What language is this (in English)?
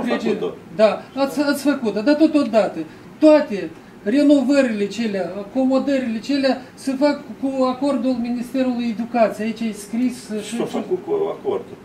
Romanian